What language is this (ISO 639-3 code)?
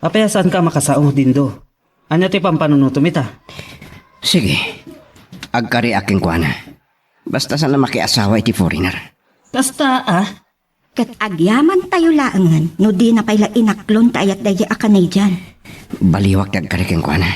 ilo